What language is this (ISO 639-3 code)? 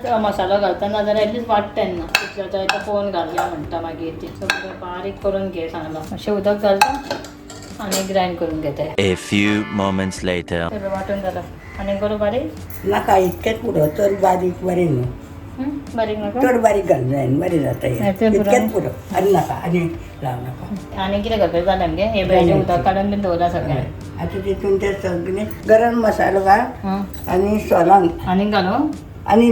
kok